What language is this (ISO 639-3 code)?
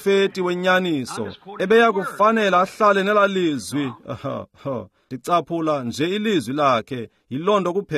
xho